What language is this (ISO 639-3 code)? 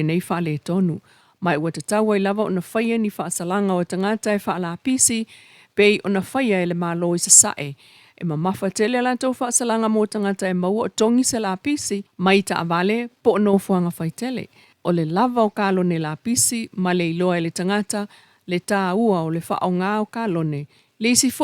smo